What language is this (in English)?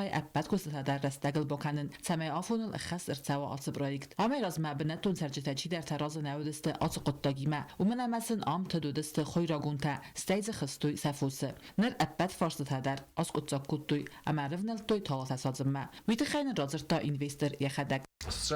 Ossetic